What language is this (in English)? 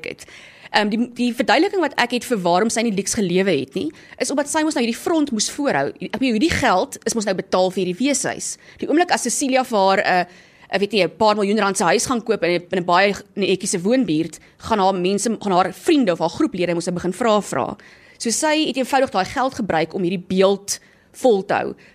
Afrikaans